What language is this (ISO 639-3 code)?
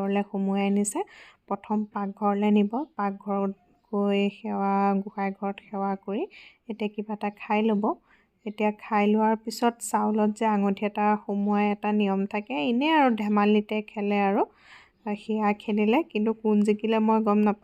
asm